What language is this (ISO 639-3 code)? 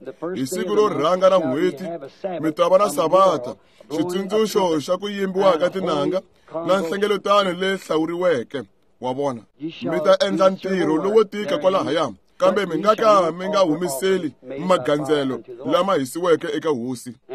tso